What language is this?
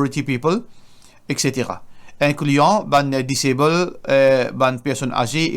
Morisyen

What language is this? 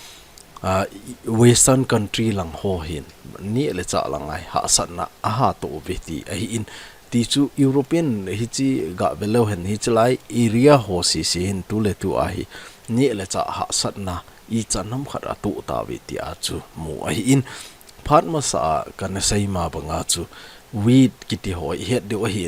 Thado Chin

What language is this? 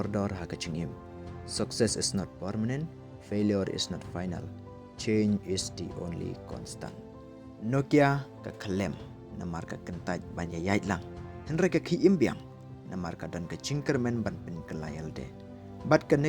Khasi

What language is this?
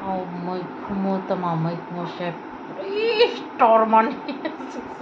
Kok Borok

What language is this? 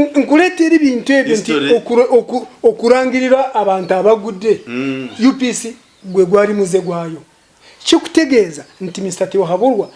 Ganda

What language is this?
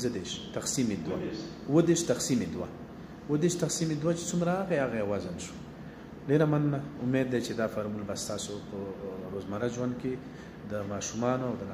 Pashto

